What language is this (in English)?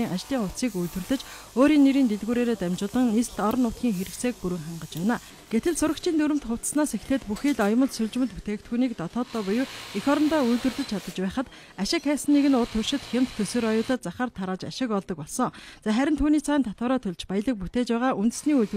Mongolian